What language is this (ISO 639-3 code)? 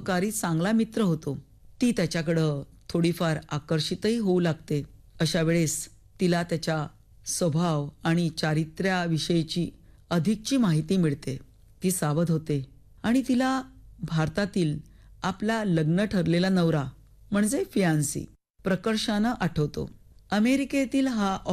mar